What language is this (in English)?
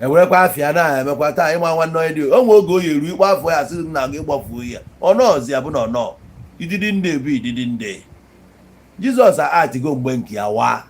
Igbo